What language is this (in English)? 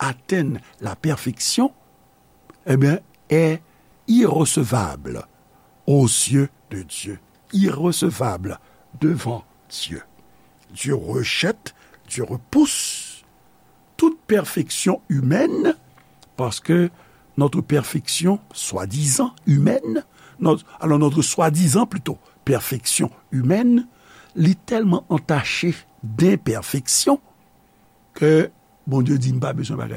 Haitian Creole